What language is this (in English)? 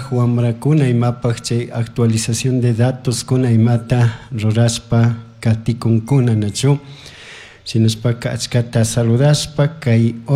Chimborazo Highland Quichua